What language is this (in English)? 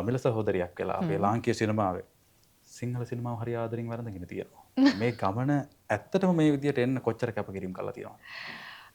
Sinhala